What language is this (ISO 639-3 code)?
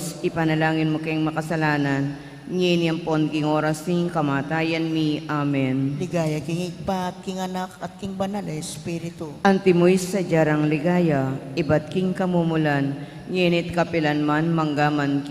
pam